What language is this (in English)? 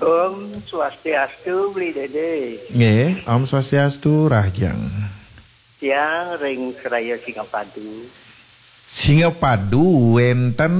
Balinese